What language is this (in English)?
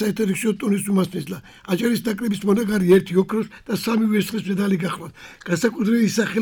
Georgian